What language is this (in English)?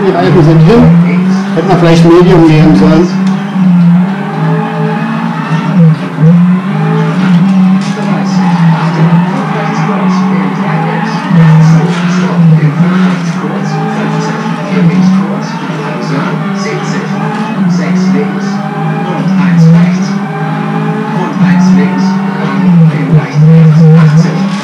German